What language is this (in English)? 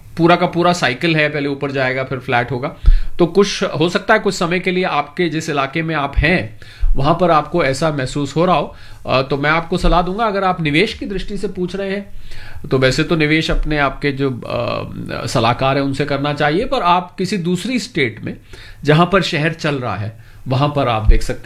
Hindi